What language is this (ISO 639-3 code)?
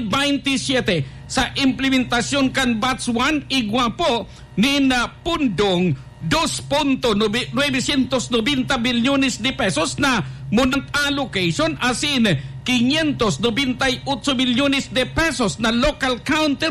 bik